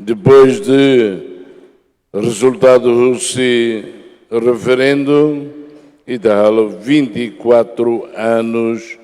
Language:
Tetum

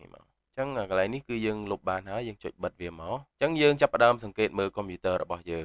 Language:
Khmer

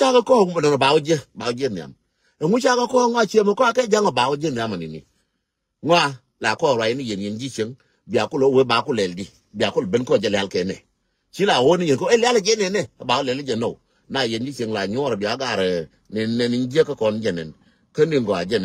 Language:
Nuer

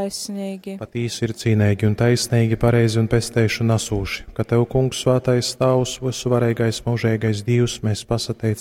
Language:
Latgalian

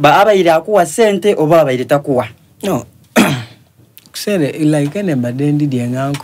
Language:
Soga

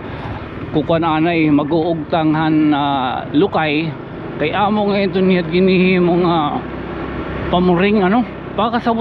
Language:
Waray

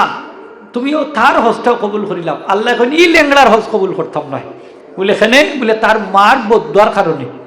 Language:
Sylheti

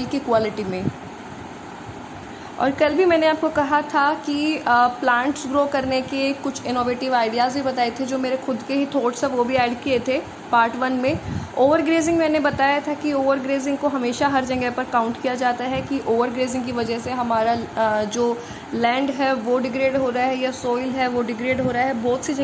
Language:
Hindi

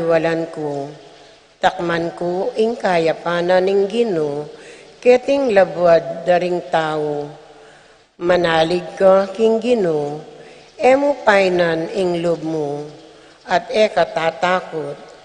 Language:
Pampanga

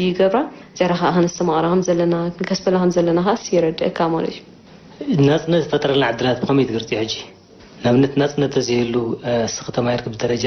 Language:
Tigrinya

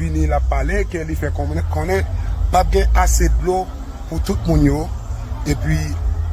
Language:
Haitian Creole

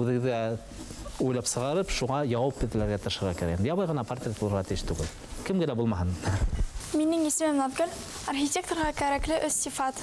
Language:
Bashkir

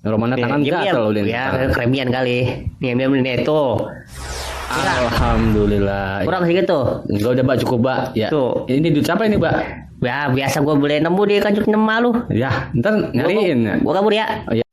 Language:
Betawi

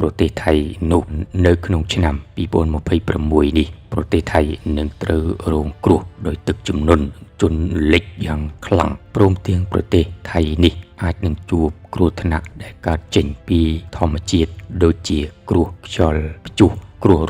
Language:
Khmer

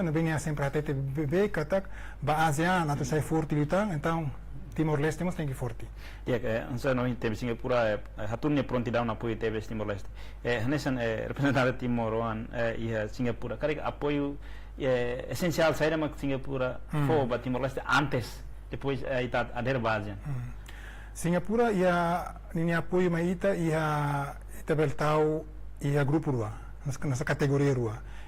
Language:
Tetum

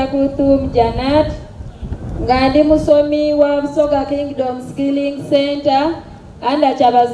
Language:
Soga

